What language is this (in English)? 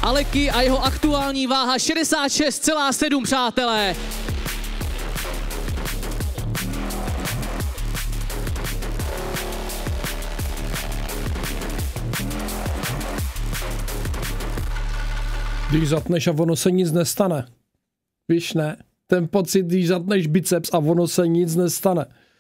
Czech